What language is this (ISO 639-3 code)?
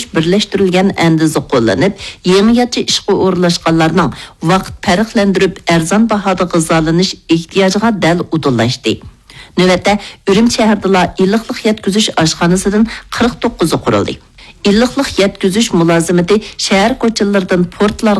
uig